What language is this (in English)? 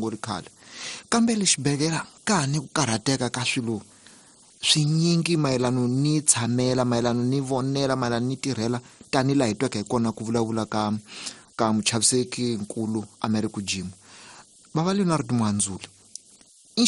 Tsonga